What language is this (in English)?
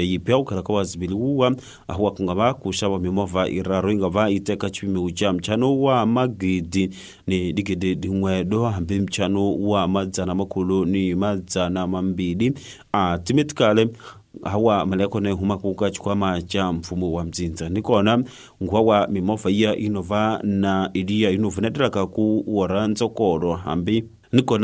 Tsonga